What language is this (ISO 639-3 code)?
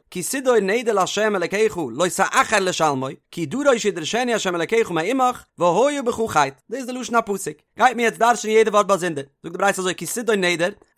yid